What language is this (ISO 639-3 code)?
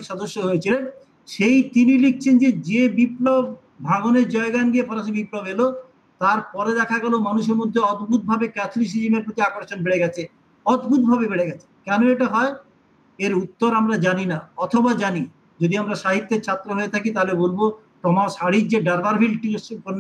ben